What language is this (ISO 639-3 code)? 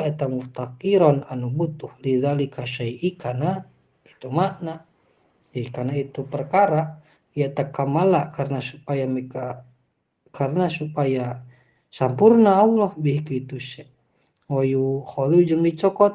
sun